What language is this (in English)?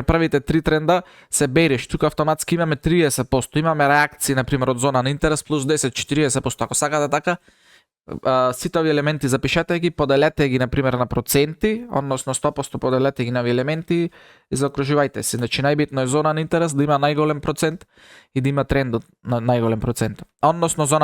Macedonian